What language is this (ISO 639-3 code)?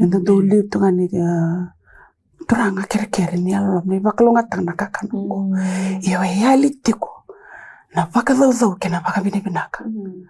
fij